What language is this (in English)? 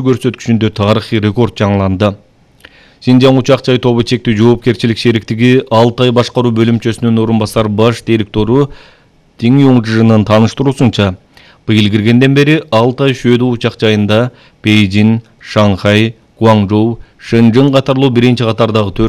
Kyrgyz